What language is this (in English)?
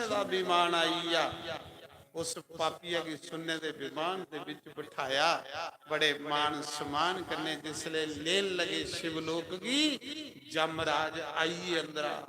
Dogri